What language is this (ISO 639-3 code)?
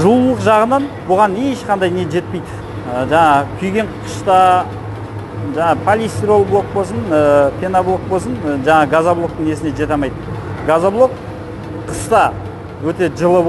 kaz